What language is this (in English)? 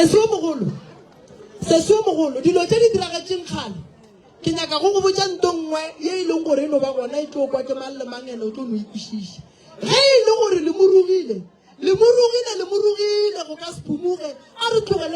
Northern Sotho